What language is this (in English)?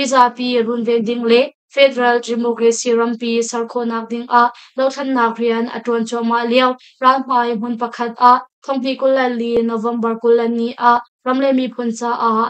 Hakha Chin